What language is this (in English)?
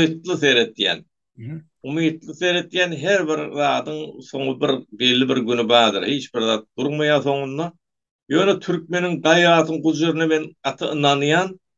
Turkmen